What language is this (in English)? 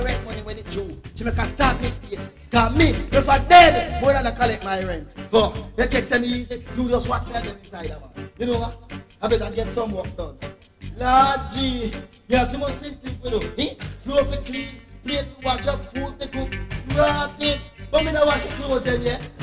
Jamaican Creole English